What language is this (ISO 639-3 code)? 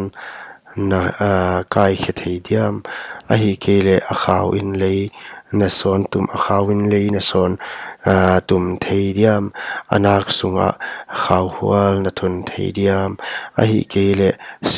pck